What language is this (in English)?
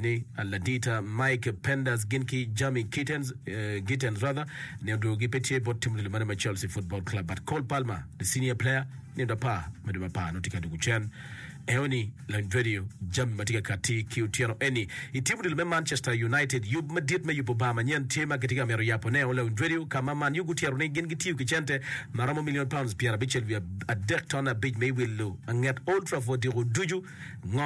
Acoli